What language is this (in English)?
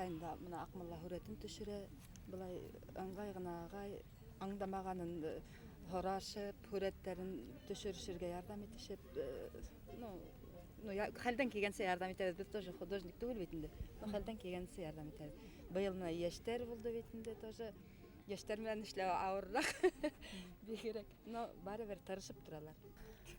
Bashkir